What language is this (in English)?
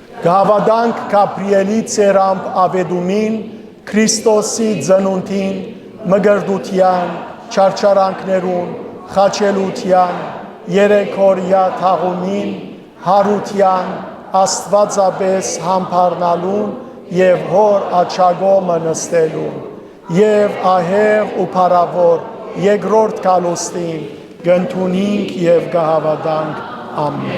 Western Armenian